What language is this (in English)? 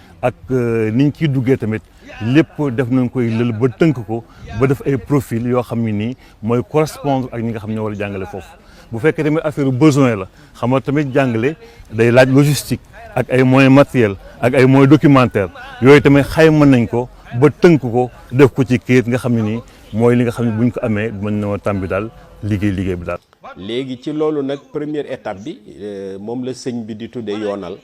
Wolof